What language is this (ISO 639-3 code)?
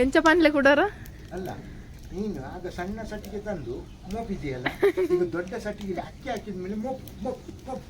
tcy